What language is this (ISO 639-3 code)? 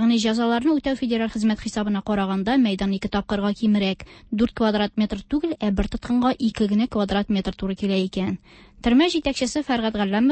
tat